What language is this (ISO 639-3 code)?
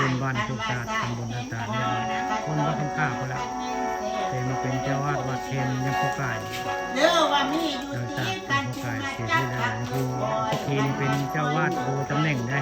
tts